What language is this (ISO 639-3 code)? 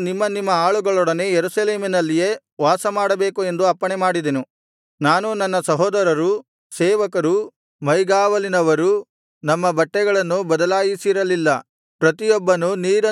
kan